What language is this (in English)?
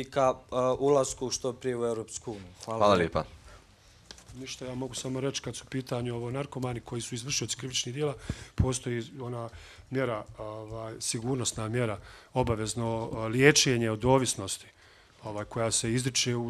Bosnian